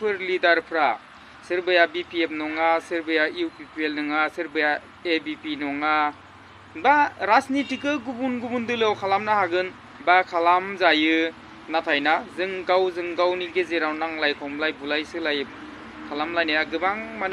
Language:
Bodo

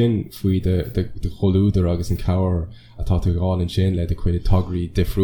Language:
Irish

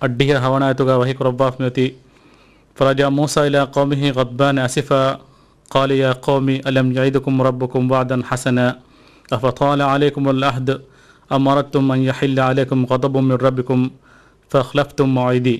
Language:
Divehi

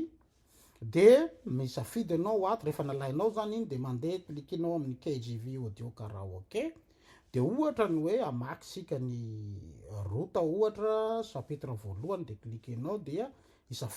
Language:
Malagasy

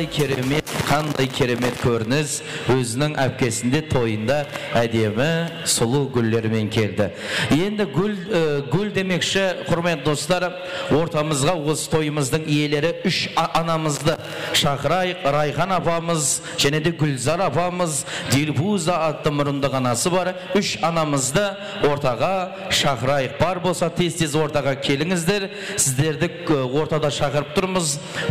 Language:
Kara-Kalpak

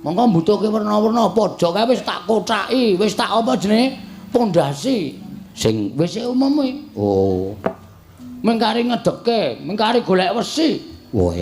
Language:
Javanese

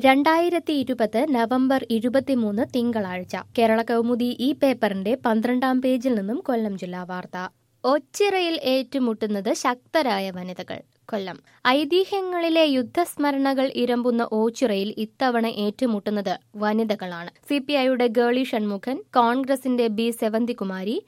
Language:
Malayalam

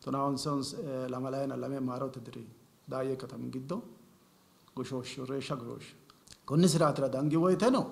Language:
Sidamo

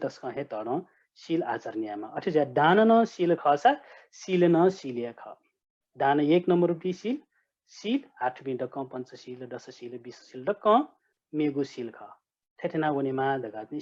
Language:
Newari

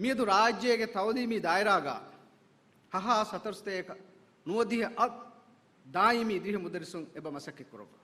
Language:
Divehi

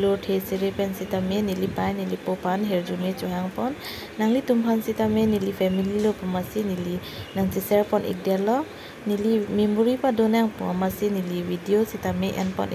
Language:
Karbi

